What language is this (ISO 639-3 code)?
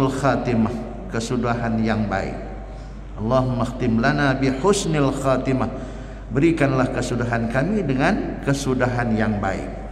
msa